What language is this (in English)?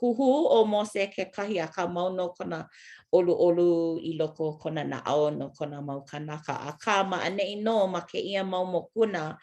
Hawaiian